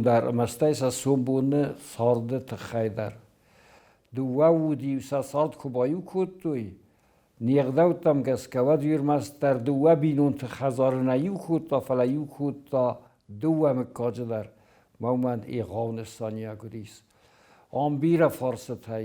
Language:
Ossetic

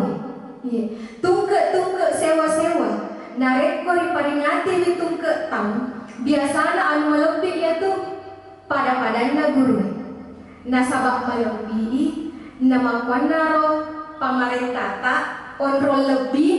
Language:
Buginese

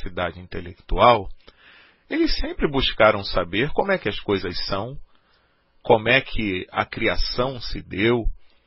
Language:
Portuguese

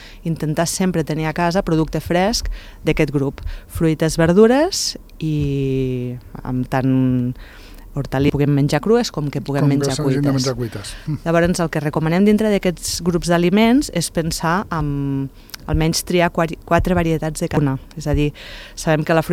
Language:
Catalan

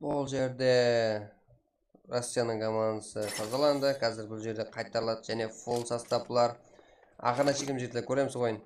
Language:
Kara-Kalpak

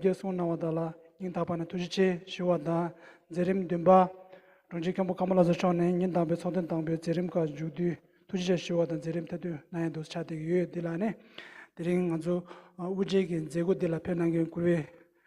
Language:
Tibetan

